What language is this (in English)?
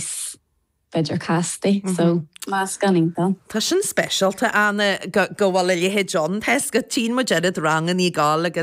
Irish